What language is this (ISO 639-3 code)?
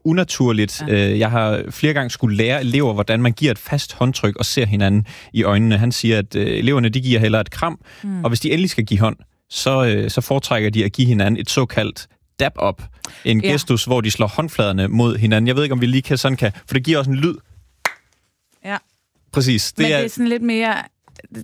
dan